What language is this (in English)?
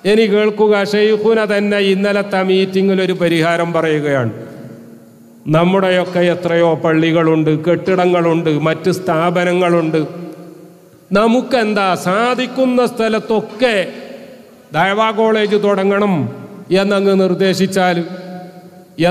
Malayalam